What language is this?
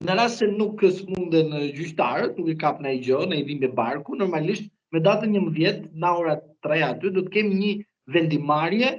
Albanian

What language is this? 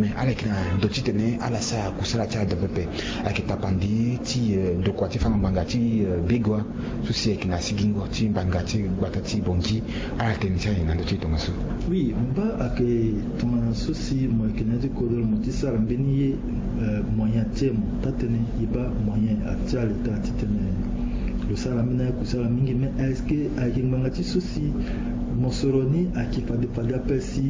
Sango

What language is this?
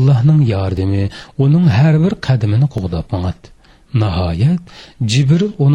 Uyghur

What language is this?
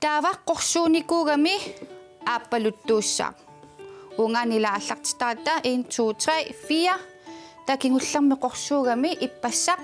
Kalaallisut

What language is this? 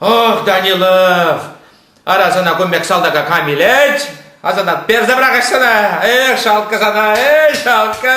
Chuvash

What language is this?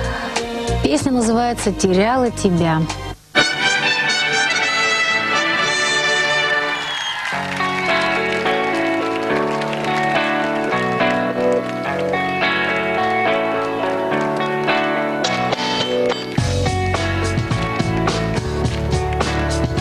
Russian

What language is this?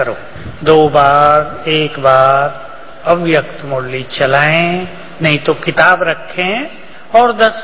Hindi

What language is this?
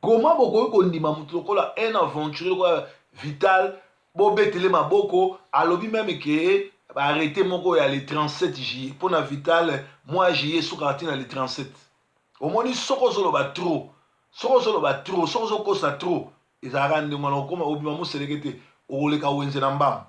Lingala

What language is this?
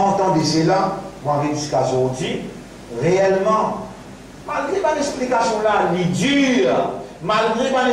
Morisyen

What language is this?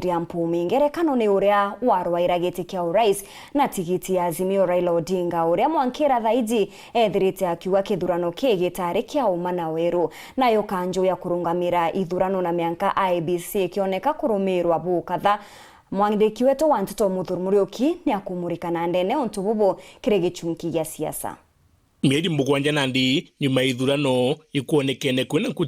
Meru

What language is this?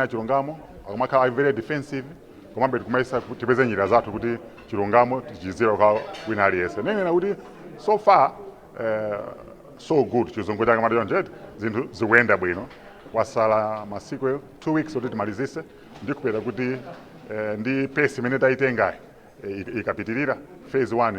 Nyanja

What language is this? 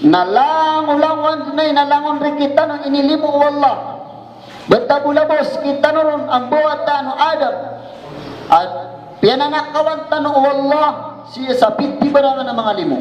Maranao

